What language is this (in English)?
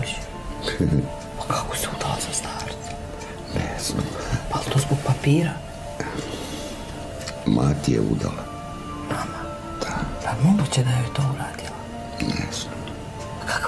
Serbian